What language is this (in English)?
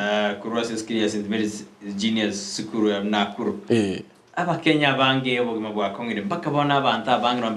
Gusii